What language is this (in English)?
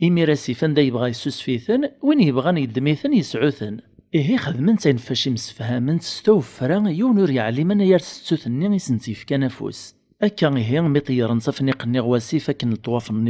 Kabyle